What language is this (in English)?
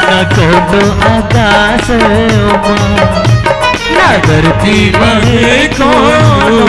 Chhattisgarhi